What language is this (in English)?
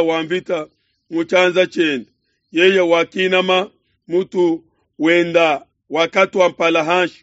Luba-Lulua